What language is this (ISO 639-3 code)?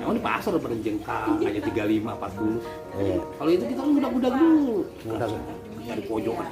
bew